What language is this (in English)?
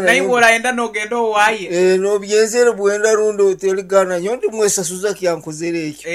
Nyankole